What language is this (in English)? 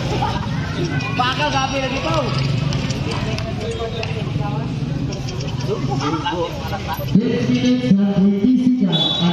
Filipino